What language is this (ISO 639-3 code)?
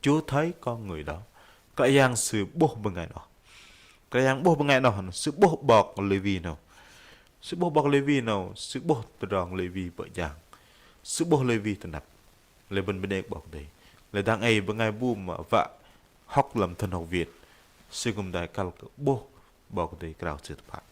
bdq